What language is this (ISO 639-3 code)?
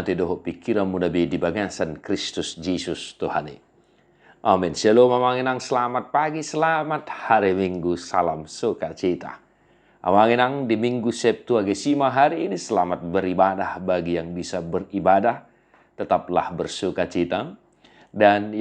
bbc